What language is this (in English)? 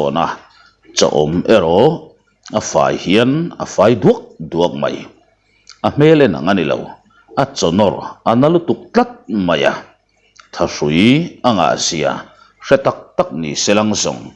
Mizo